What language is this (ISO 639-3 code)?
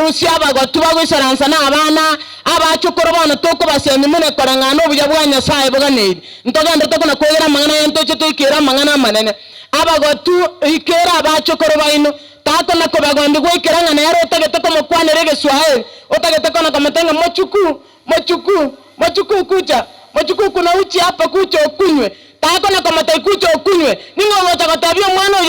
guz